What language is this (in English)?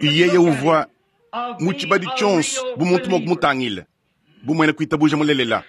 Luba-Lulua